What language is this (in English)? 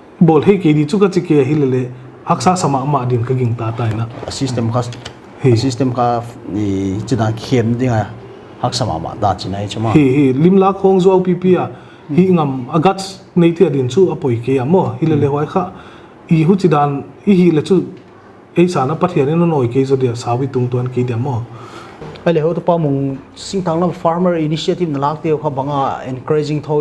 Paite Chin